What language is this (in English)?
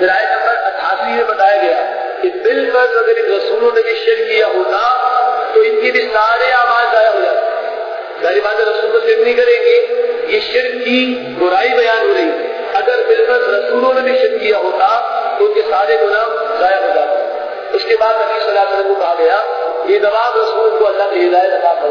Urdu